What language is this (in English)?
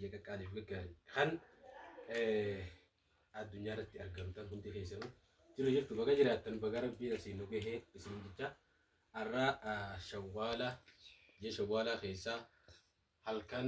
Oromo